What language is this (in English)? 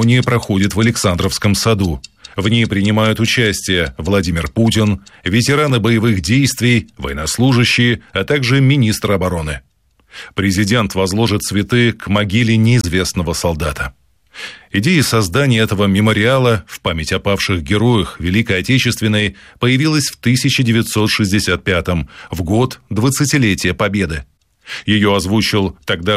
Russian